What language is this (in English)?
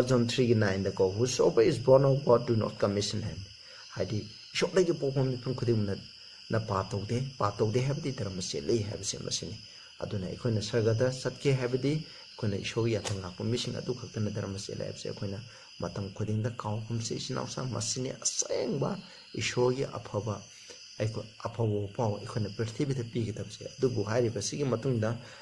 Manipuri